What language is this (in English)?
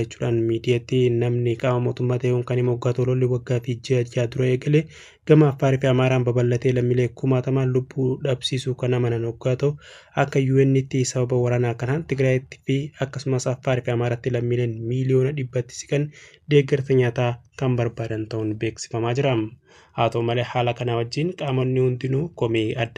Oromo